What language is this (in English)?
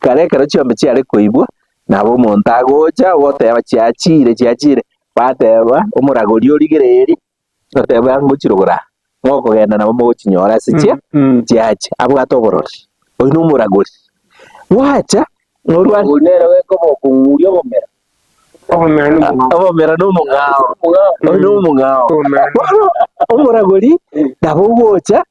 Gusii